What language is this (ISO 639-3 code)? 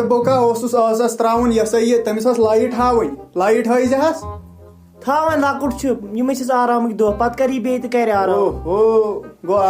kas